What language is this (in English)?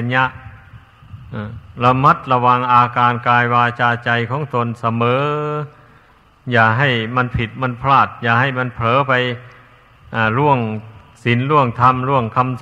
Thai